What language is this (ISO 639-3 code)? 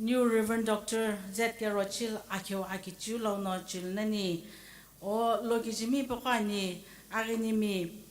nsm